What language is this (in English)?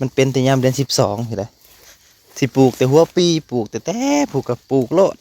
Northeastern Thai